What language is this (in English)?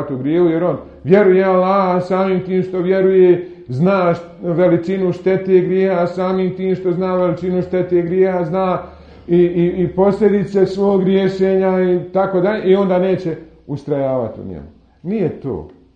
Bosnian